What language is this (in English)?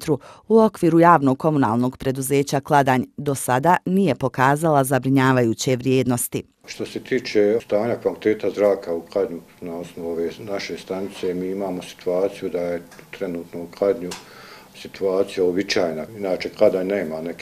Bosnian